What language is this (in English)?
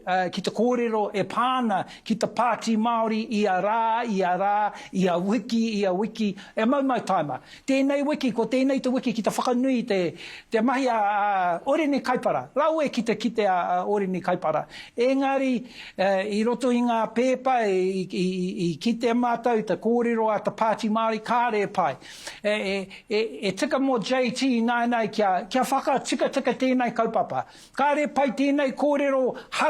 Māori